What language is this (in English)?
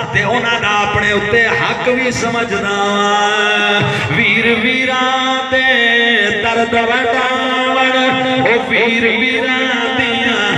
Saraiki